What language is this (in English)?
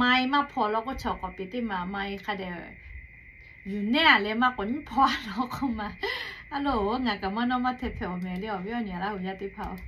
Lahu